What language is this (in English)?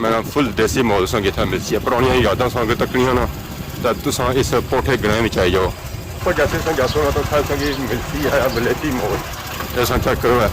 Pahari-Potwari